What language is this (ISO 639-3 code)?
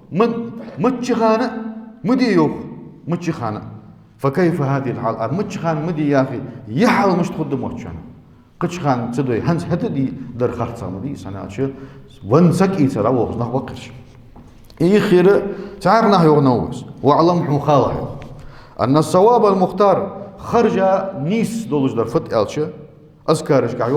inh